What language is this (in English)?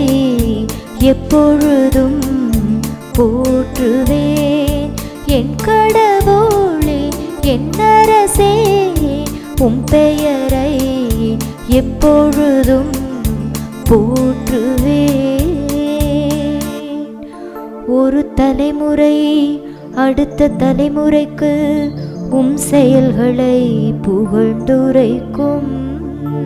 Tamil